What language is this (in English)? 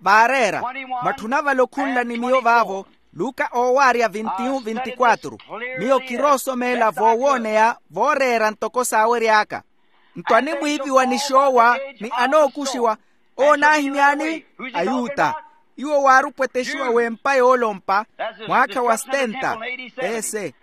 Makhuwa